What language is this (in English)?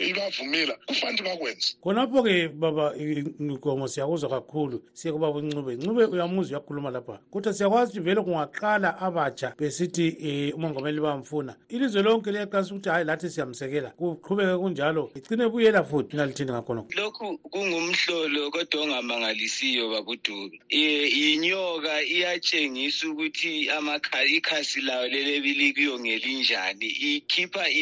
North Ndebele